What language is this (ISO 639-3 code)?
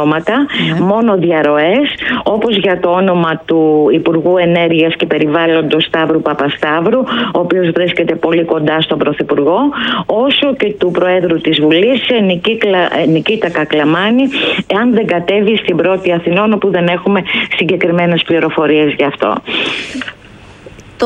ell